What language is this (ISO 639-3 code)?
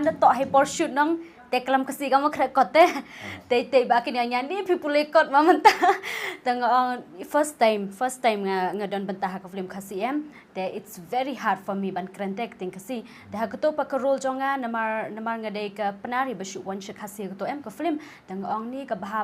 kha